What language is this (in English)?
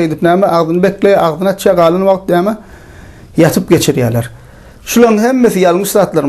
Turkmen